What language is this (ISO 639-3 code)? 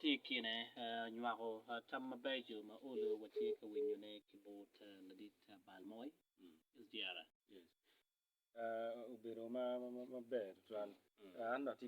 ach